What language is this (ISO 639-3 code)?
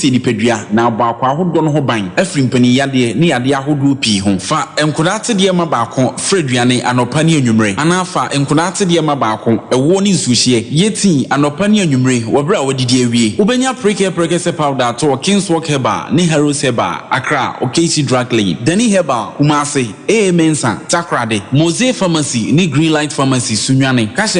aka